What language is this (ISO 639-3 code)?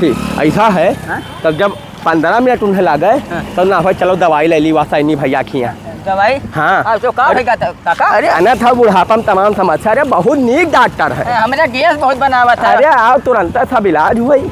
awa